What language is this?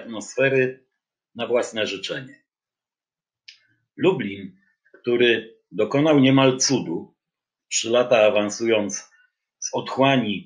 Polish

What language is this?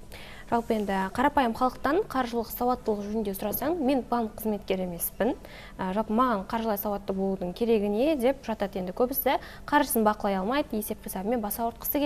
Kazakh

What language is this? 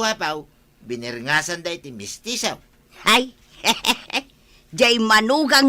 Iloko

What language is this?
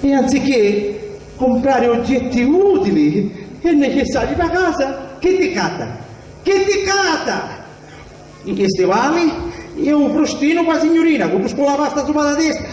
Sicilian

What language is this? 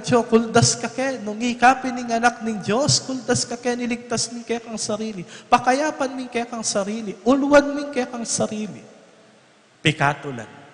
Pampanga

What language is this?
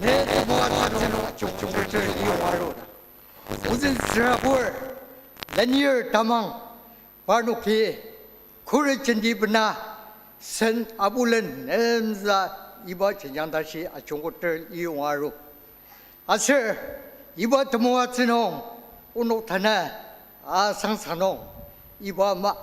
Ao Naga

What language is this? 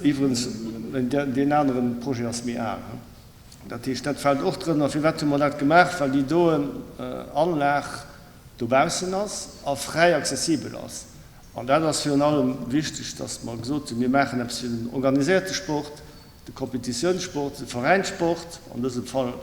Luxembourgish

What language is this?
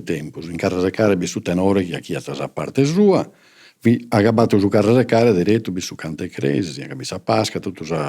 Sardinian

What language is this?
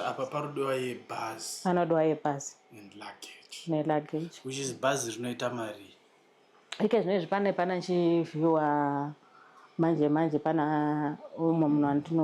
Shona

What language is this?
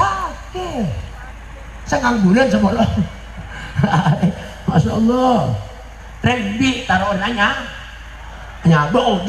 Madurese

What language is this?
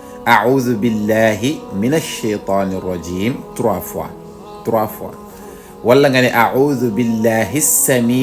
Wolof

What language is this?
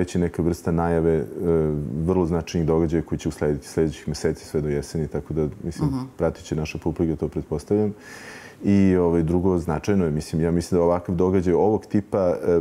Serbian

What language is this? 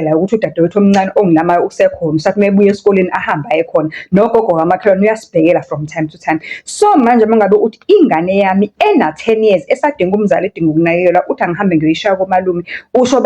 Zulu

